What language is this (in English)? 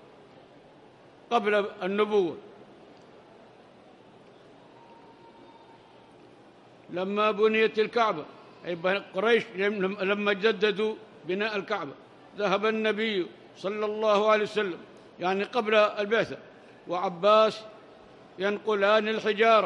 Arabic